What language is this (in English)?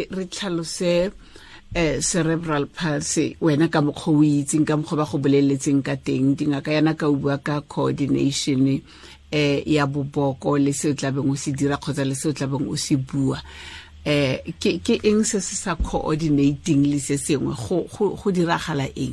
Tswana